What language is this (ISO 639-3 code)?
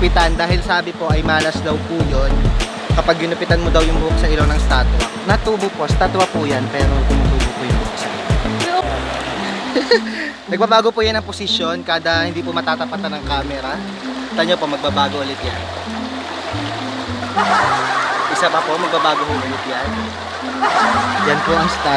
fil